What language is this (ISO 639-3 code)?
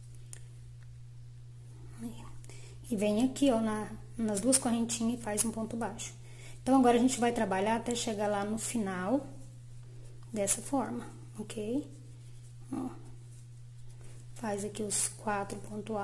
por